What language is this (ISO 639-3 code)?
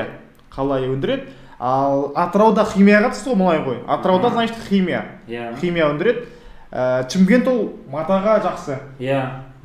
kaz